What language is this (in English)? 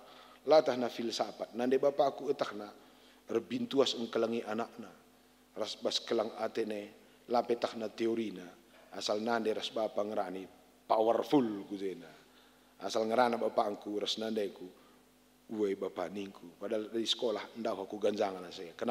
Batak Karo